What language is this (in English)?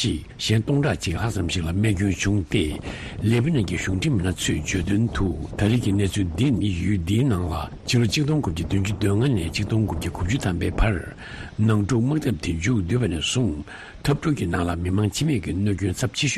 Tibetan